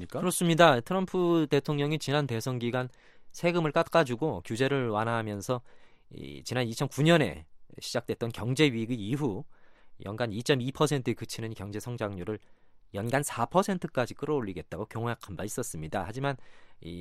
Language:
Korean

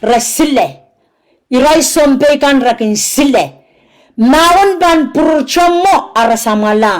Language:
Pohnpeian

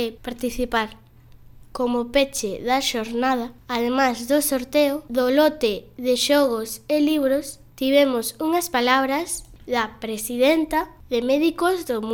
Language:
Galician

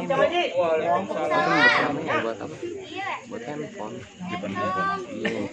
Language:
Betawi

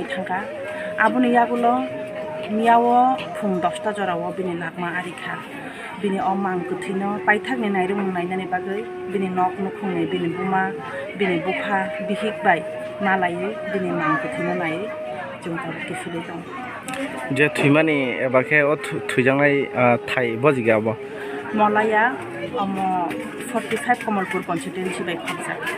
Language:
Kok Borok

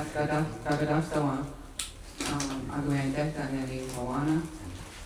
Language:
Mohawk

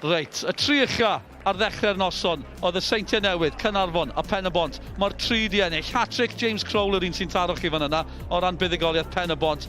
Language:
Welsh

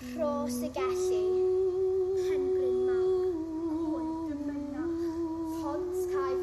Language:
Welsh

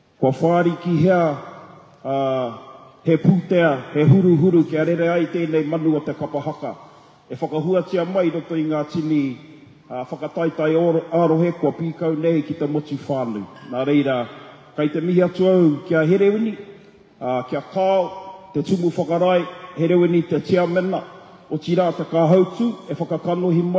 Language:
Māori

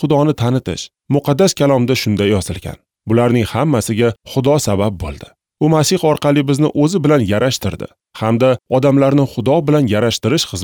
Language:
Uzbek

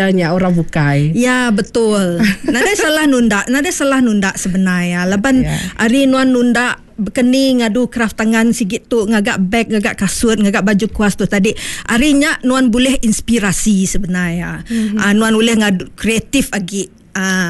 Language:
Iban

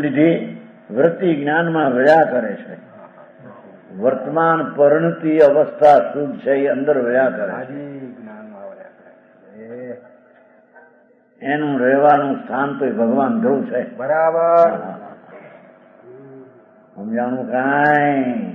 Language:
Gujarati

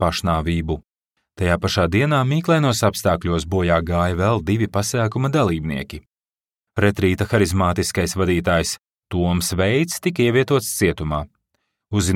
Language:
Latvian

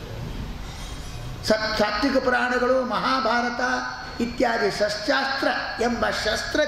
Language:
Kannada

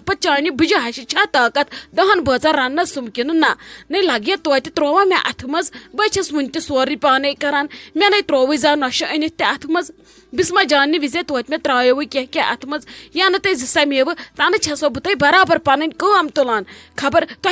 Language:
Kashmiri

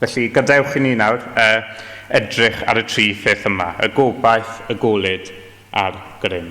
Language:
Welsh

